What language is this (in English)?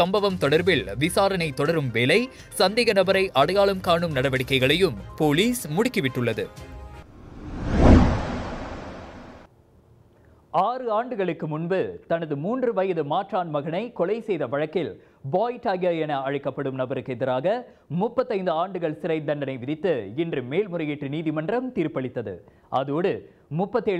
Tamil